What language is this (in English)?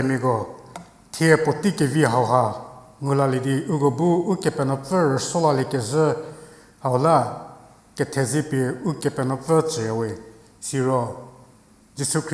Angami Naga